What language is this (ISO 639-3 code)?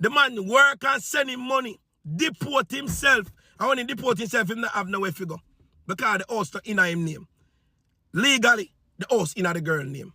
jam